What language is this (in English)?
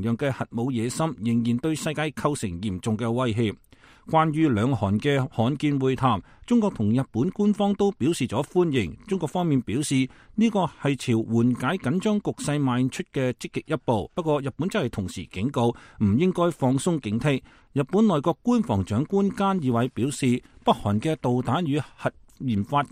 Cantonese